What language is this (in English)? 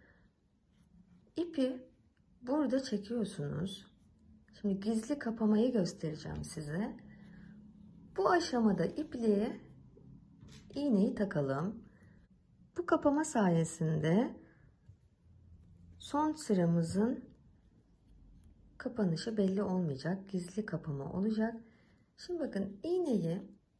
Turkish